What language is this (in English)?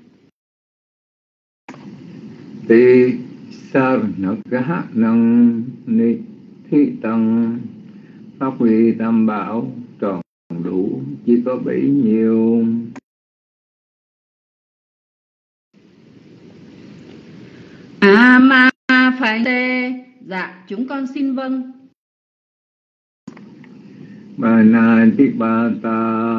Vietnamese